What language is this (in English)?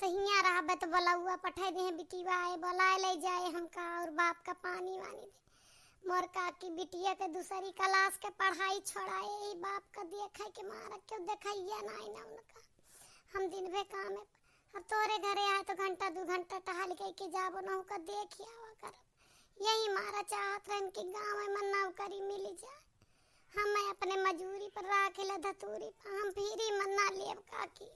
Awadhi